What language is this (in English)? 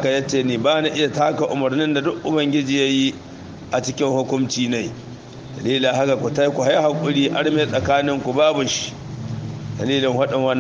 Hausa